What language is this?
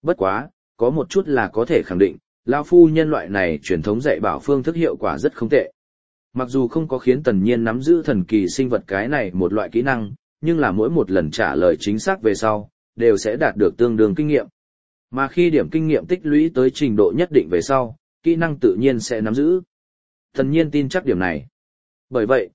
Vietnamese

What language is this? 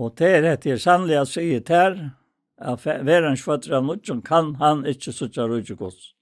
Faroese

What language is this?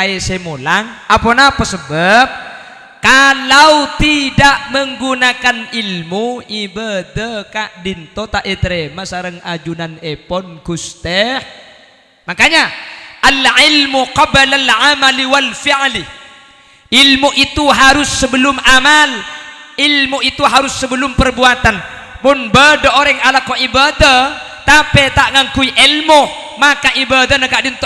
Madurese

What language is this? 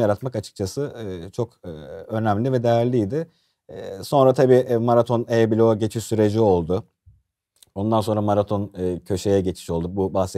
Turkish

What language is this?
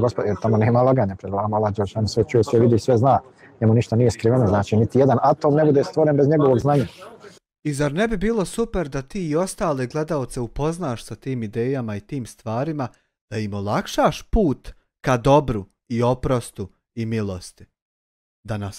Bosnian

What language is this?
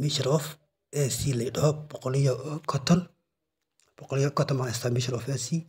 Somali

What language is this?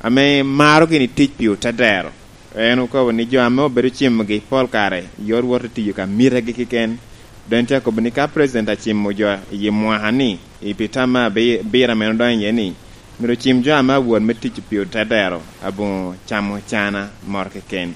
Lango (Uganda)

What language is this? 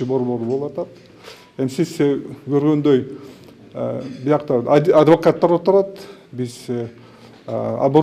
Kyrgyz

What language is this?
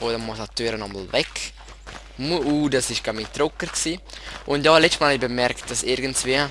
Swiss German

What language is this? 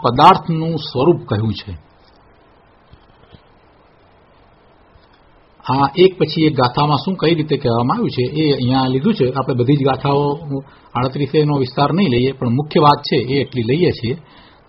Gujarati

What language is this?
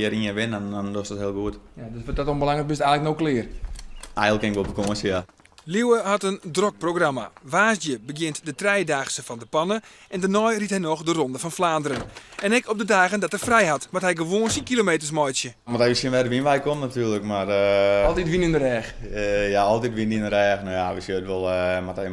Western Frisian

